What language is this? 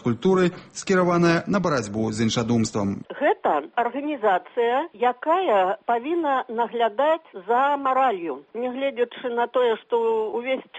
Belarusian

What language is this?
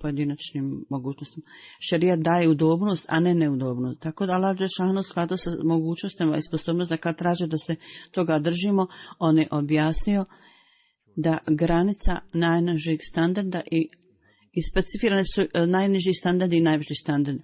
Bosnian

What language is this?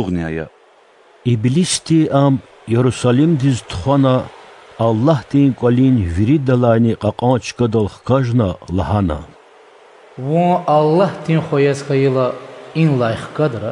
Lezghian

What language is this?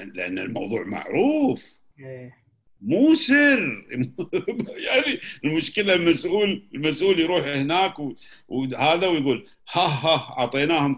Gulf Arabic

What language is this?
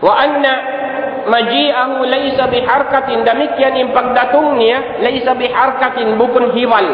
Tausug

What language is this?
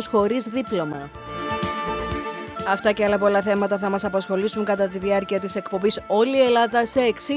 Greek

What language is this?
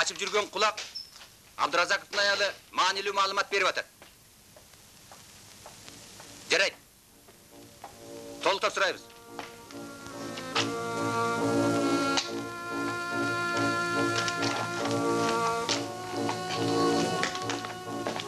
Kyrgyz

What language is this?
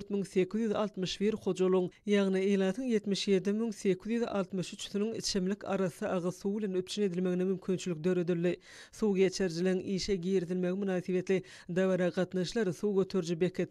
Turkmen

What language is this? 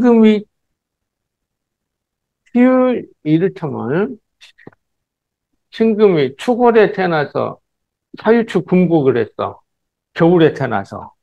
Korean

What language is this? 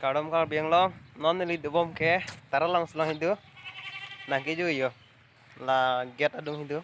Karbi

